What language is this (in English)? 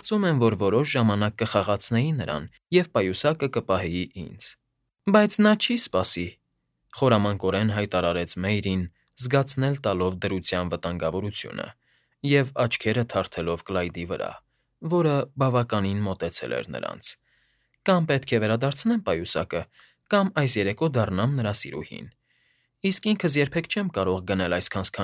Armenian